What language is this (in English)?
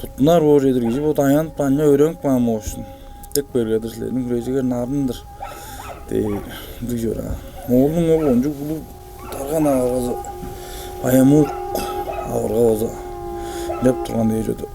Tuvinian